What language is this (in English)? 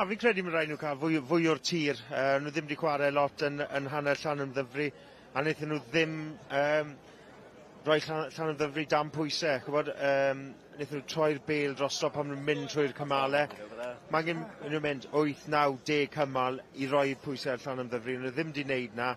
Welsh